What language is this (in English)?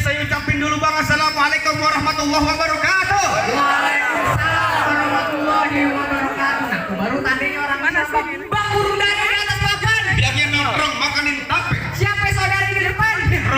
Betawi